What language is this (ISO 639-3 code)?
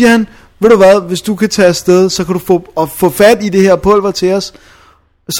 dan